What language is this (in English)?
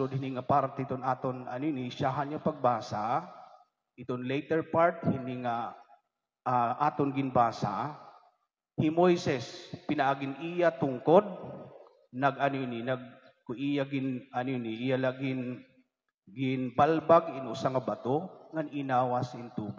Waray